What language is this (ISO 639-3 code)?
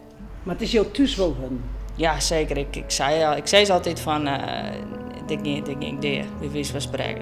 fry